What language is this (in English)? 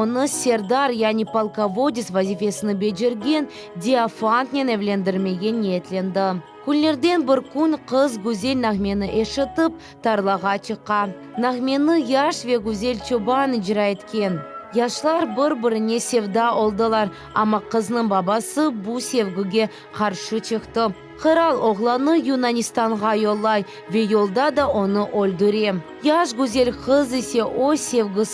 Crimean Tatar